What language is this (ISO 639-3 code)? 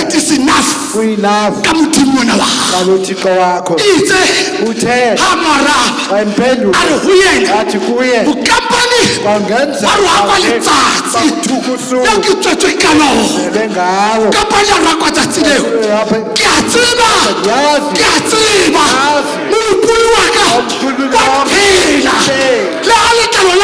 sot